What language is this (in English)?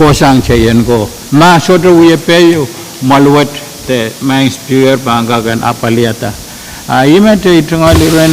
Pohnpeian